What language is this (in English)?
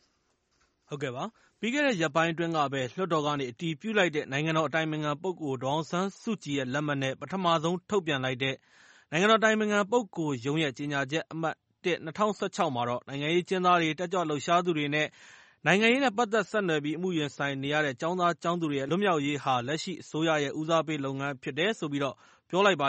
Burmese